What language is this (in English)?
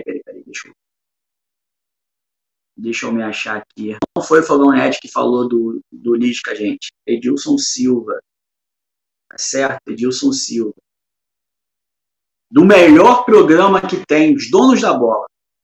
Portuguese